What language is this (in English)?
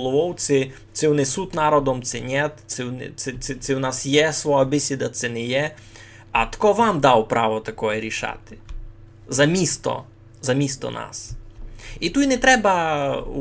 Rusyn